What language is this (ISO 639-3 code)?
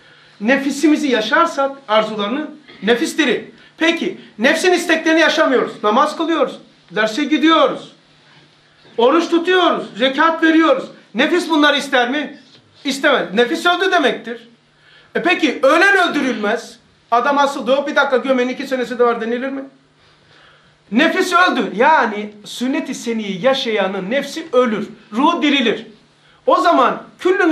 tur